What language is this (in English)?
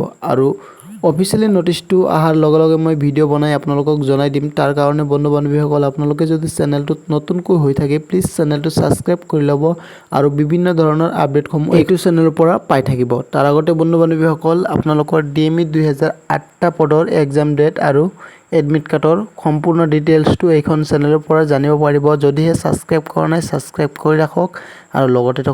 Assamese